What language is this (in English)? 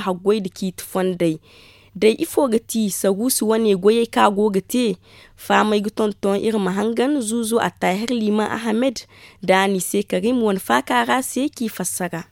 Zarma